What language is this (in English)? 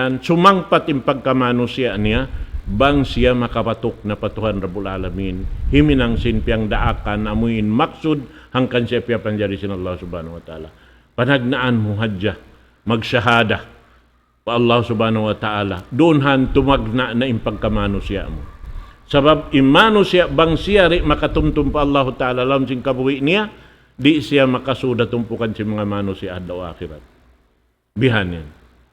Tausug